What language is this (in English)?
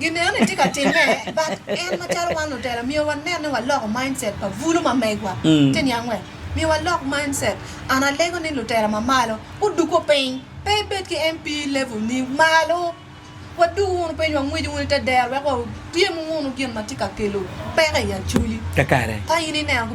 Acoli